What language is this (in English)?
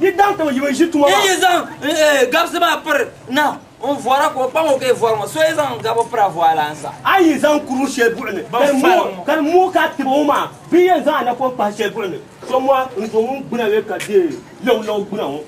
Dagbani